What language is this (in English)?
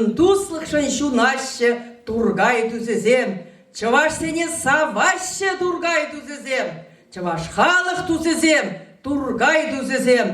Chuvash